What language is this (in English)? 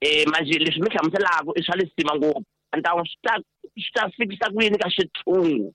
Tsonga